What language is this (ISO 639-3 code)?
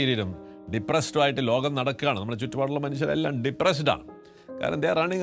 mal